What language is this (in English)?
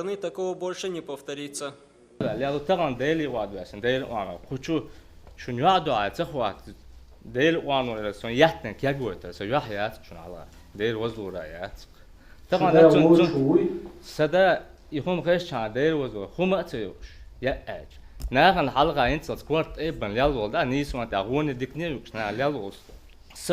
Chechen